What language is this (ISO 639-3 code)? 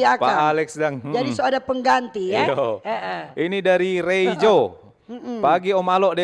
xmm